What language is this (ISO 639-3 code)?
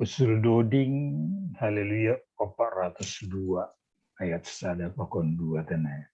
bts